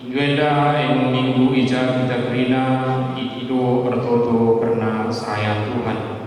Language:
Batak Karo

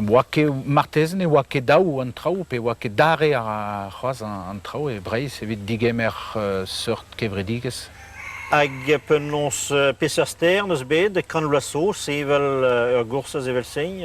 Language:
Breton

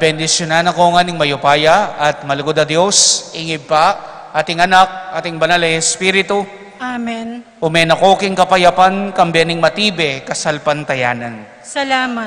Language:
Pampanga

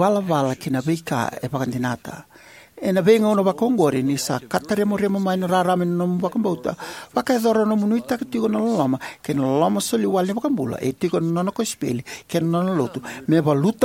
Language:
Fijian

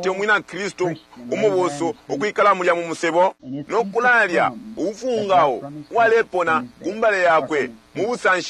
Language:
Bemba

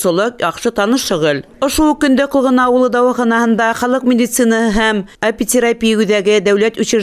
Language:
Bashkir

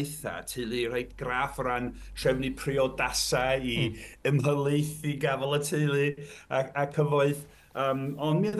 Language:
Welsh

